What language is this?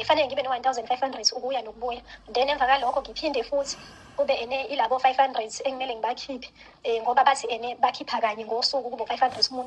Zulu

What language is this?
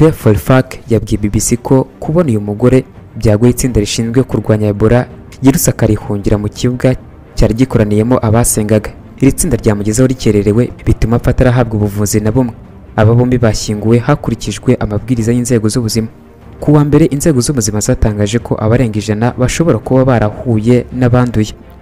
Kinyarwanda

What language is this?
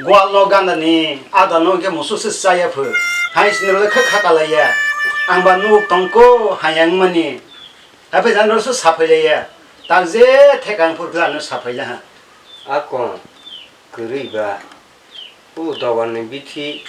Kok Borok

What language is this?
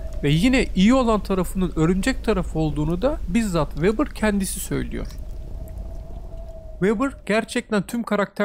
Turkish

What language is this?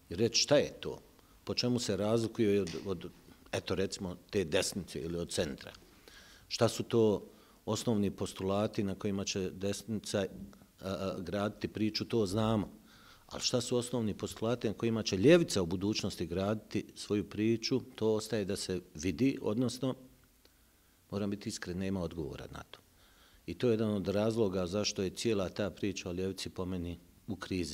Bosnian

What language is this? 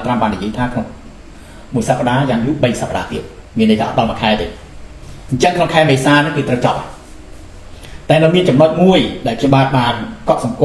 Khmer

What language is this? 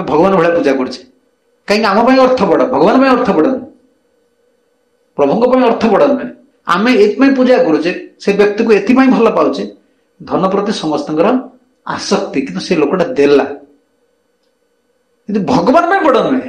Odia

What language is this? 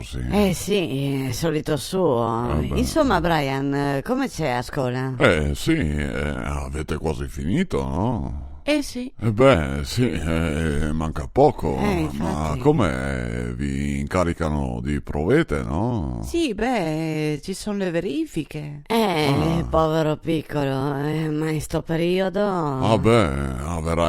Venetian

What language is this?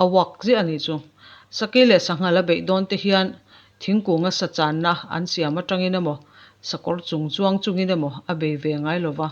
Mizo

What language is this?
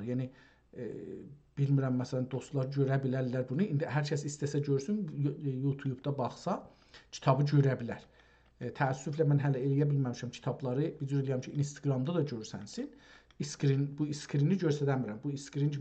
South Azerbaijani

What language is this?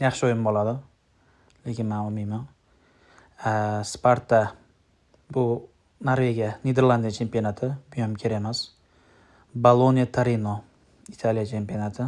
Uzbek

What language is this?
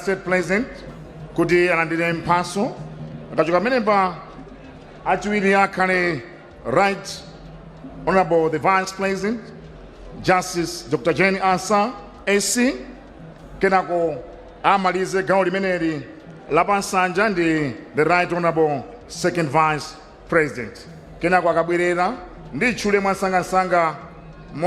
Nyanja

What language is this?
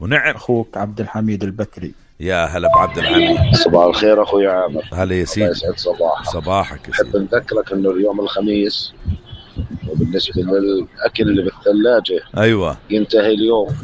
North Levantine Arabic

